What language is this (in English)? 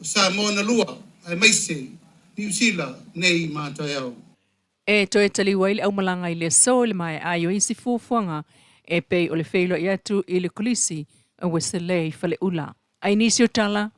Samoan